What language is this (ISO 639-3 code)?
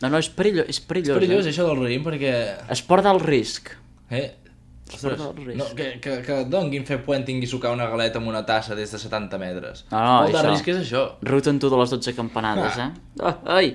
cat